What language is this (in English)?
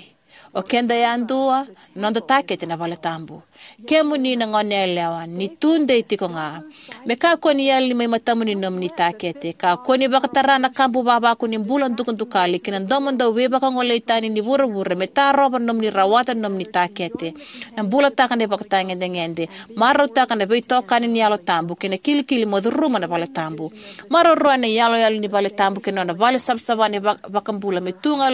Fijian